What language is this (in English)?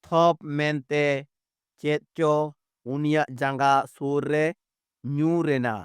Santali